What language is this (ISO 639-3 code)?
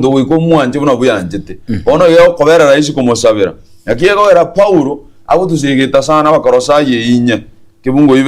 guz